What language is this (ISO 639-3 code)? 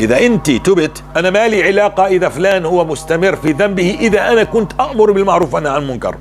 apc